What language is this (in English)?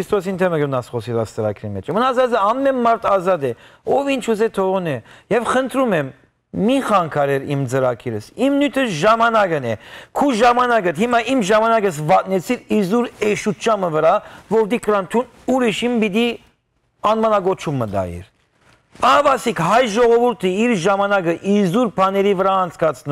Western Armenian